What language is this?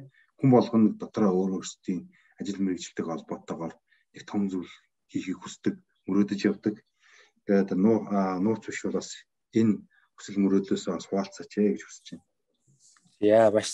Mongolian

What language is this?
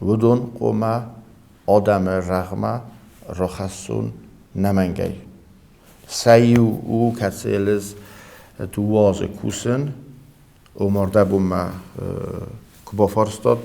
Ossetic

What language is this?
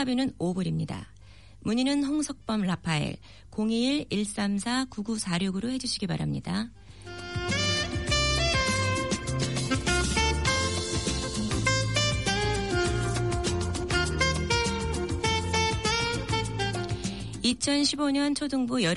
Korean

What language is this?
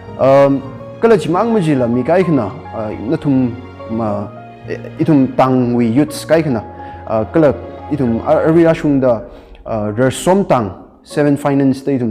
Tangkhul Naga (India)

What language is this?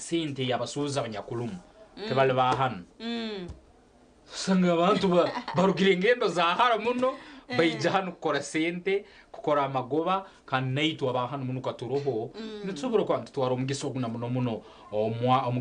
Nyankole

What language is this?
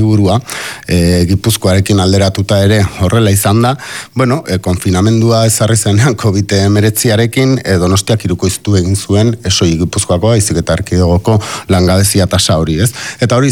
Basque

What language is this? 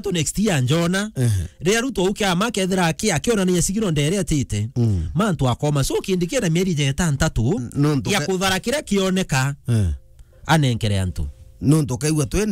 Meru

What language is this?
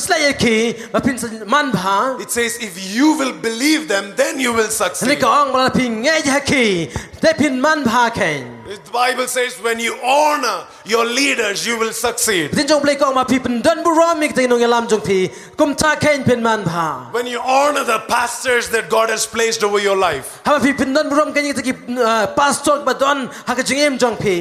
Khasi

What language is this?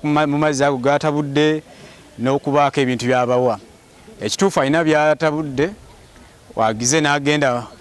Ganda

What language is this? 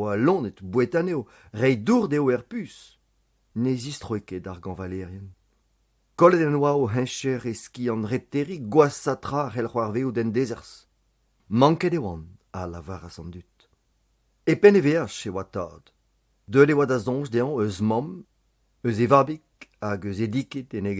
Breton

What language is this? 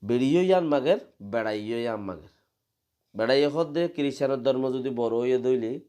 Rohingya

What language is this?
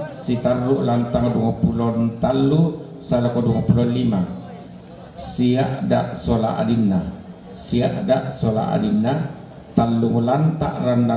Toraja-Sa'dan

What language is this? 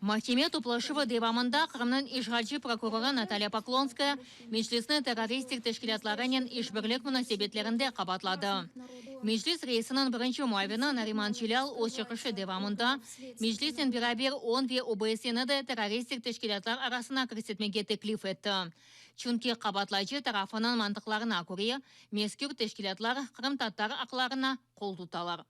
Crimean Tatar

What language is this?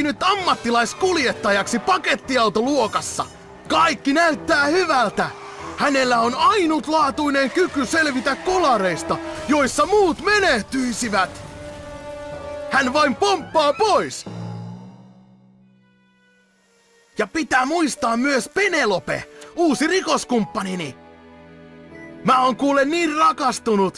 Finnish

